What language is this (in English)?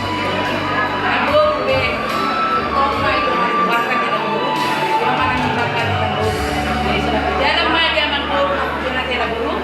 Batak Toba